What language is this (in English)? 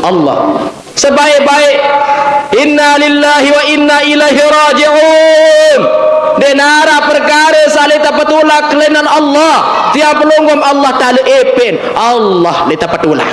Sasak